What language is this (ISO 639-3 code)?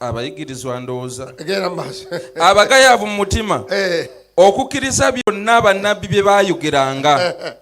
lug